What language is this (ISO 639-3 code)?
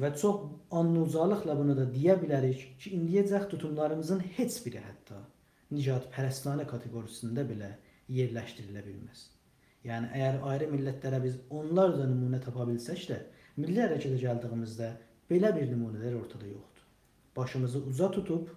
azb